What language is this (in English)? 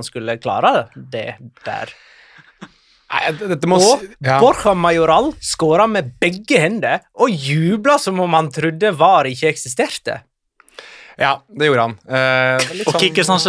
Norwegian